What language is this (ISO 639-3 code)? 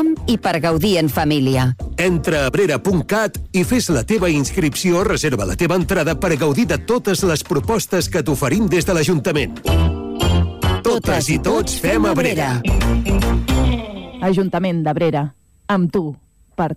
cat